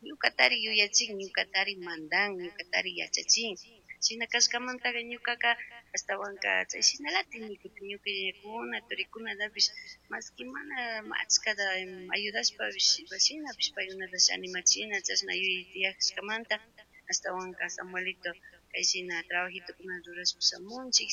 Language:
Chimborazo Highland Quichua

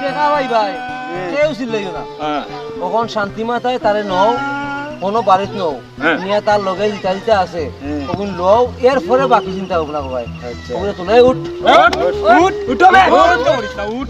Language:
Sylheti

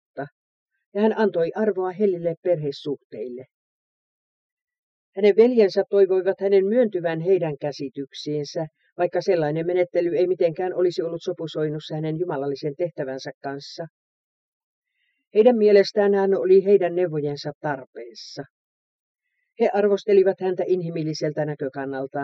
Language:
Finnish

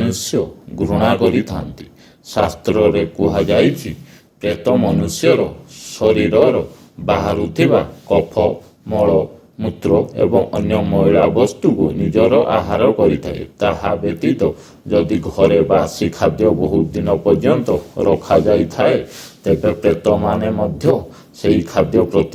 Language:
Odia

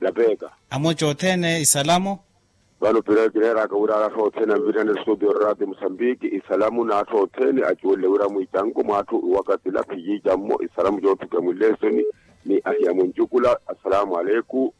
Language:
Makhuwa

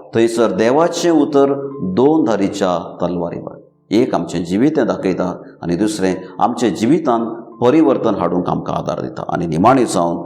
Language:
Konkani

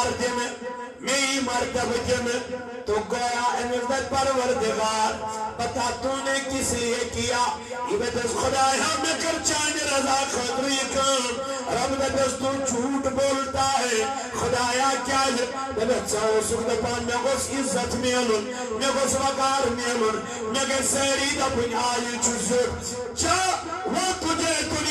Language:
Kashmiri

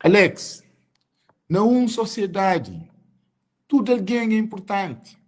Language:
Kabuverdianu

